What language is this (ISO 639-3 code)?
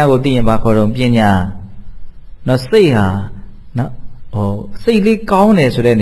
mya